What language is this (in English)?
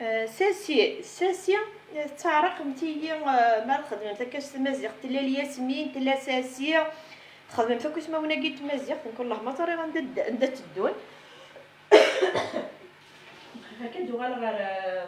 Kabyle